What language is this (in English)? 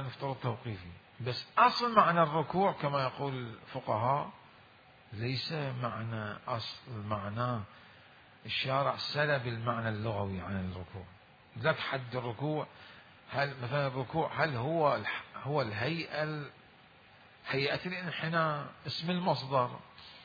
Mesopotamian Arabic